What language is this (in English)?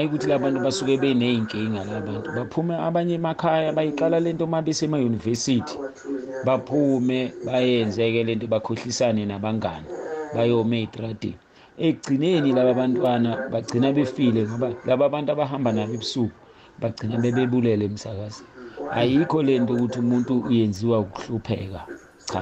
South Ndebele